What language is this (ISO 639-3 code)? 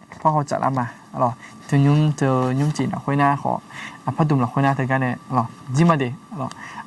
ahk